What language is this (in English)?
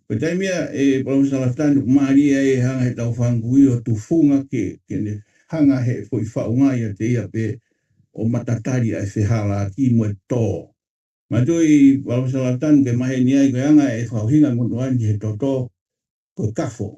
Tongan